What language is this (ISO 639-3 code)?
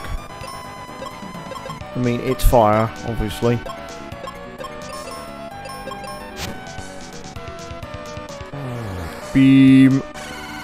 eng